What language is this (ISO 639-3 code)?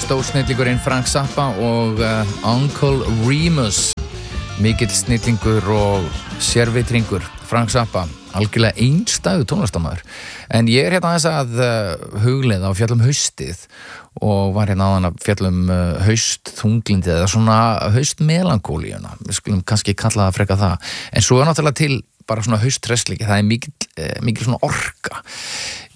isl